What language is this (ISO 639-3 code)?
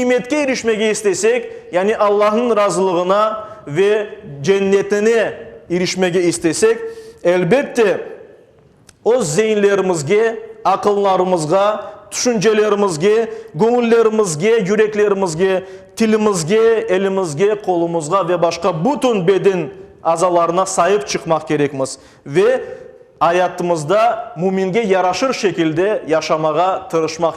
crh